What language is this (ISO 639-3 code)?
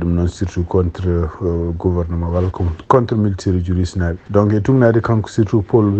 ful